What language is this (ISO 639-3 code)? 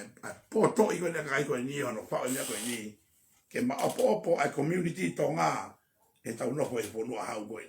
ton